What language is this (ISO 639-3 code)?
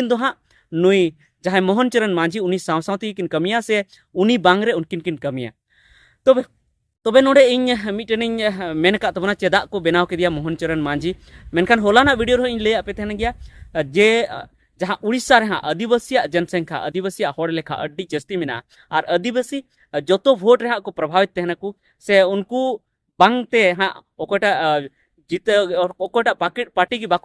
sat